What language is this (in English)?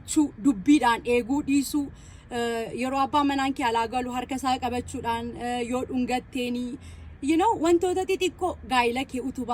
Oromo